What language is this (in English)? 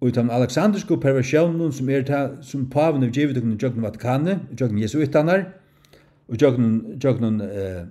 Faroese